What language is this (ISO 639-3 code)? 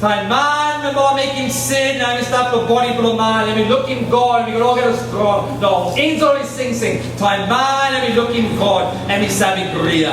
tpi